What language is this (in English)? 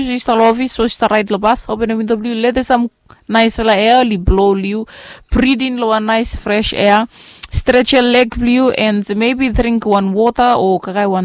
Bislama